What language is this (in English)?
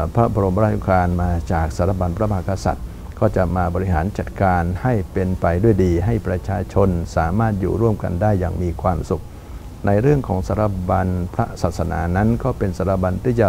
Thai